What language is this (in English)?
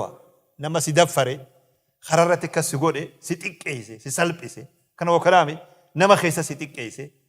Oromo